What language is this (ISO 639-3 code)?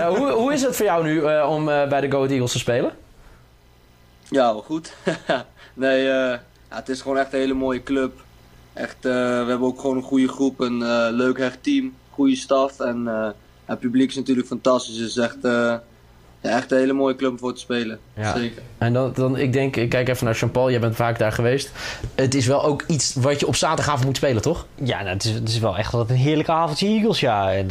nld